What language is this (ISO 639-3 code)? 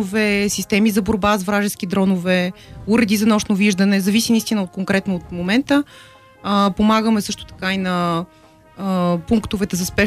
bul